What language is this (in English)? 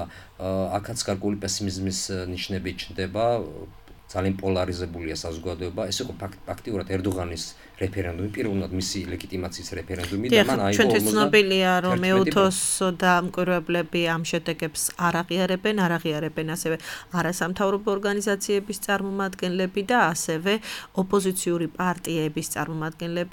Georgian